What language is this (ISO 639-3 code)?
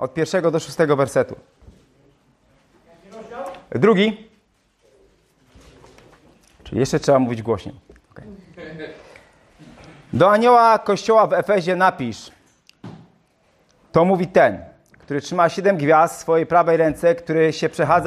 pol